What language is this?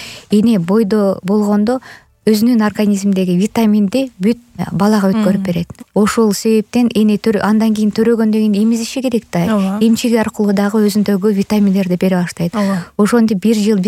Kyrgyz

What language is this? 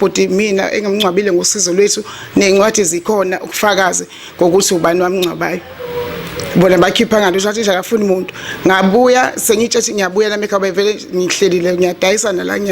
Zulu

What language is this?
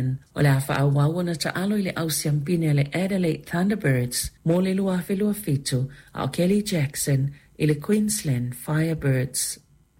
Samoan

